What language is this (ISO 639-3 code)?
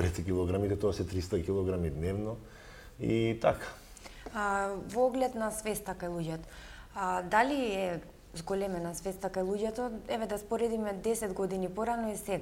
mkd